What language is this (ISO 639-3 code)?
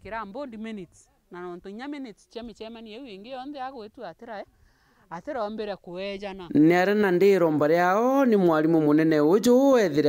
mer